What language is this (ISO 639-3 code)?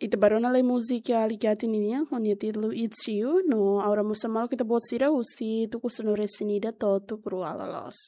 tet